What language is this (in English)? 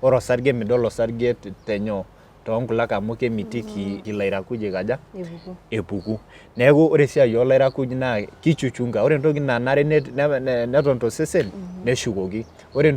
Masai